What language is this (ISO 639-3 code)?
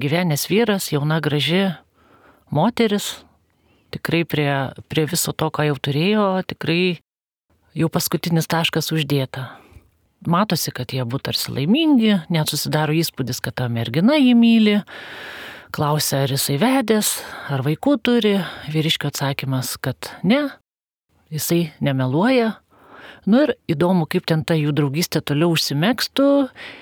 lit